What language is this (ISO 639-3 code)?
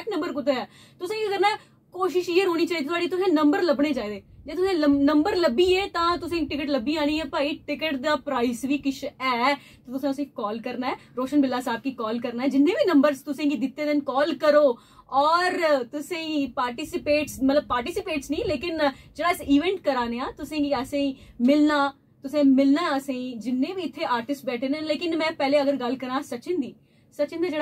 doi